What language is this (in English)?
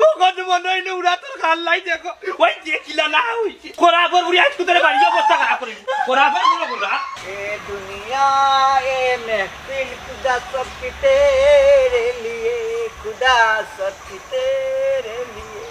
Sylheti